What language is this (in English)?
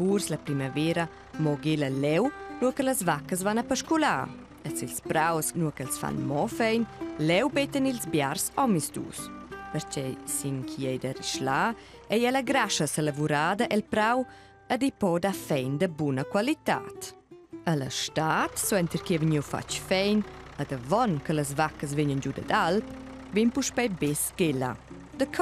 Romansh